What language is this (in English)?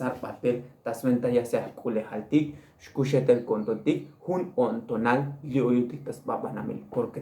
Tzotzil